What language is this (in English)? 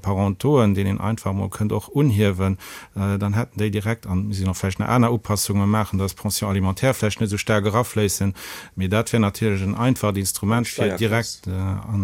Luxembourgish